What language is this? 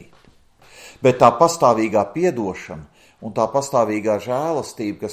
Latvian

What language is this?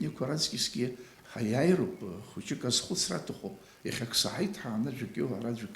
Abkhazian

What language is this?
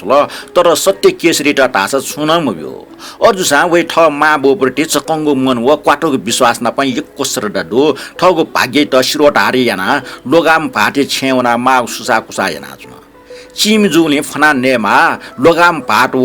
Newari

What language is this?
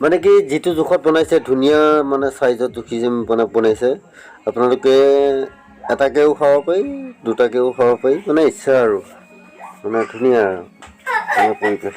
Assamese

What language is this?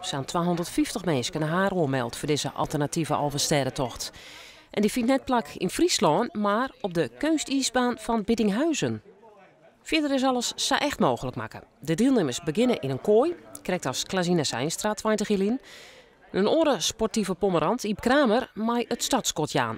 Western Frisian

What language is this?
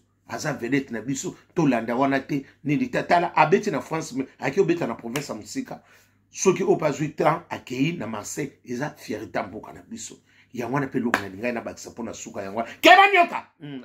Lingala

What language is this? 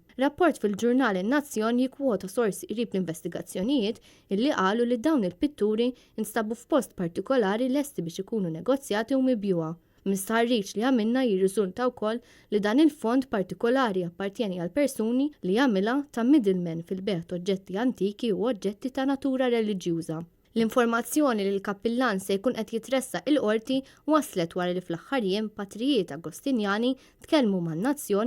Maltese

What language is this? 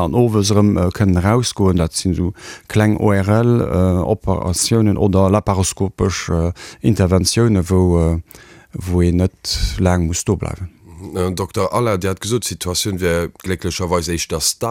Luxembourgish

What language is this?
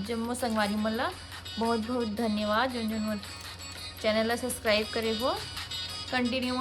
Chhattisgarhi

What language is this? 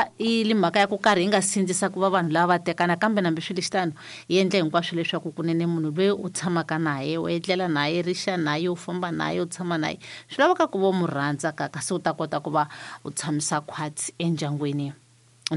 Tsonga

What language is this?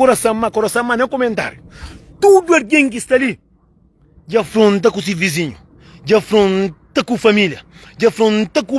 Kabuverdianu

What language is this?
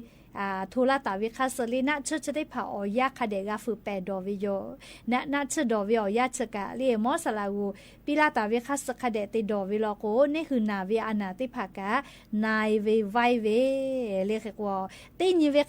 Lahu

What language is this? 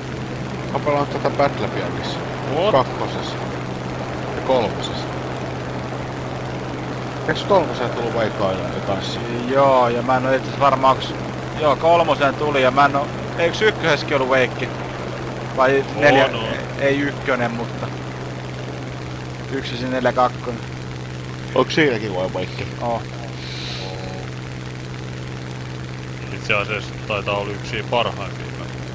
Finnish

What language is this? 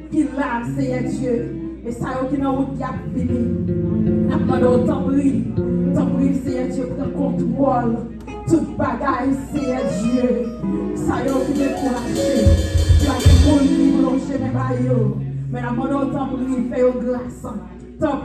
Haitian Creole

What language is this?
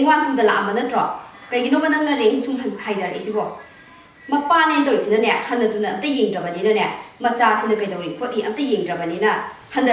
Manipuri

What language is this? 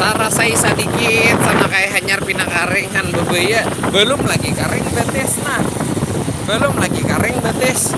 Banjar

